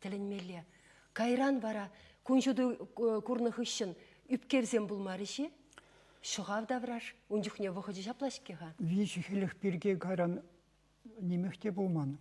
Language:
Chuvash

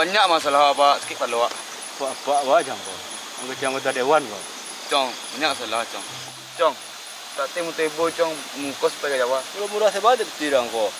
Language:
Minangkabau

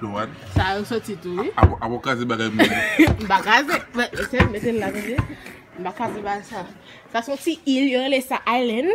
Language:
Haitian Creole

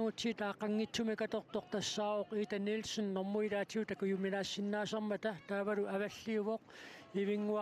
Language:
Kalaallisut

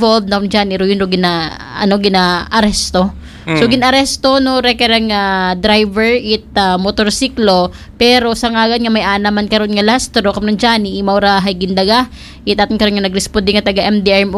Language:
Aklanon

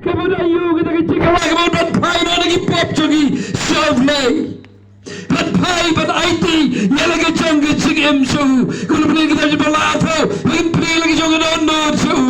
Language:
Khasi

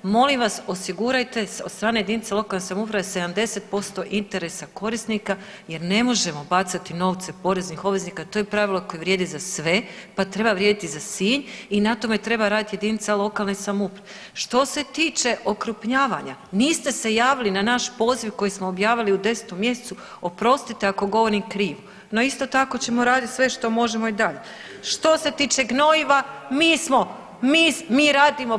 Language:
Croatian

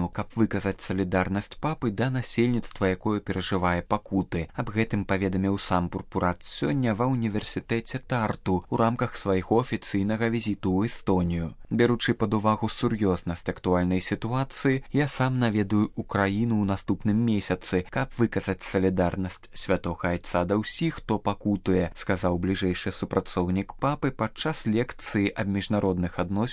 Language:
Belarusian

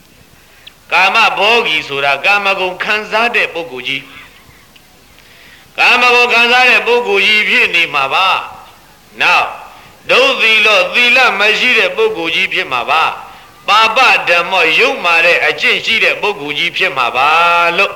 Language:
Burmese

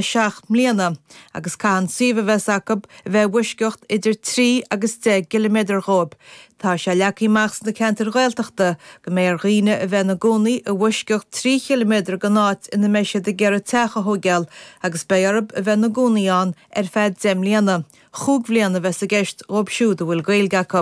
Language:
Irish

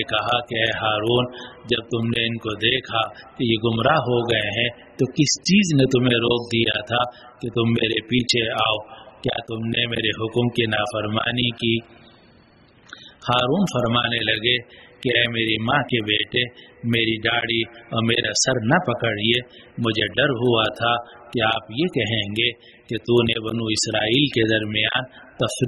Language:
Urdu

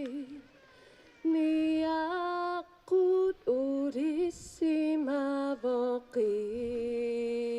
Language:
Kalaallisut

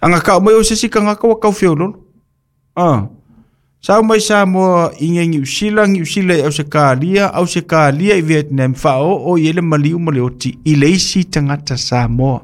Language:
Samoan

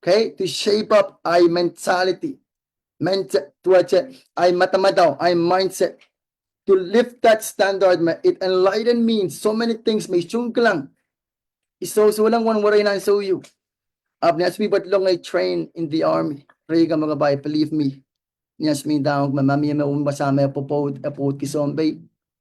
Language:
Pohnpeian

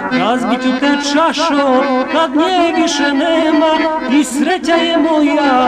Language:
Serbian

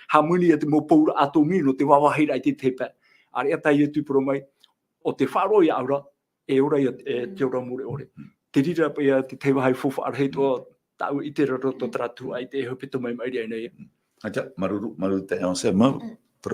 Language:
Tahitian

